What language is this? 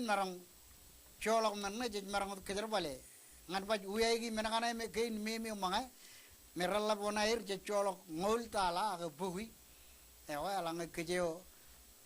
Marshallese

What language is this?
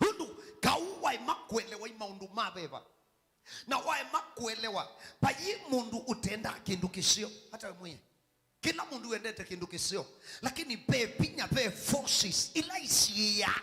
Kamba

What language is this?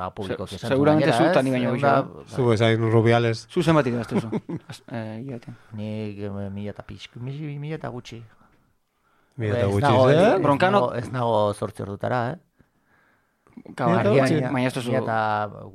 Basque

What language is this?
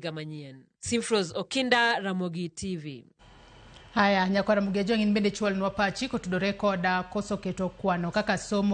Luo (Kenya and Tanzania)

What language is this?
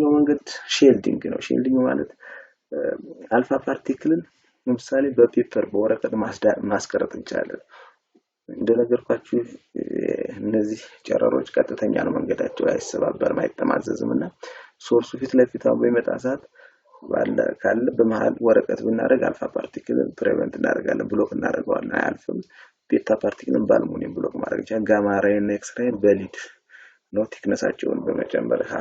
Amharic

